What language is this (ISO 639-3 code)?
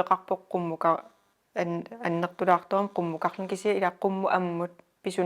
kal